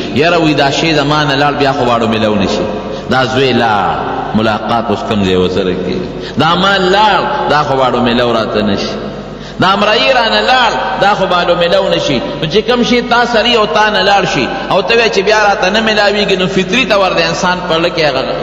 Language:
Pashto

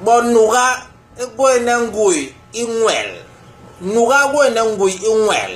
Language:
Basaa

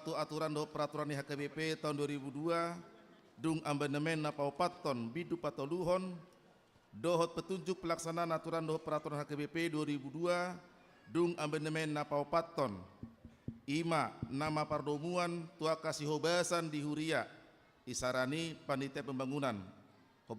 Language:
Batak Toba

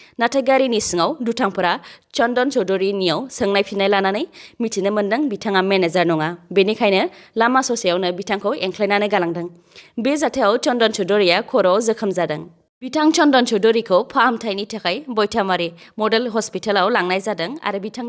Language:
Bodo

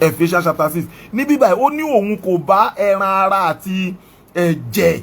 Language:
Yoruba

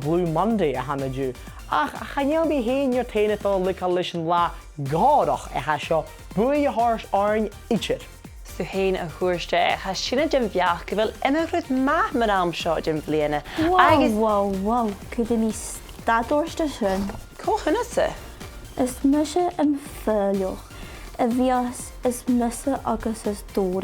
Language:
Scottish Gaelic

